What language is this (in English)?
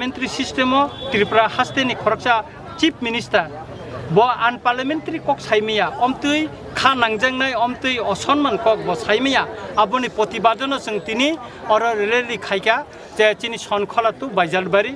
Kok Borok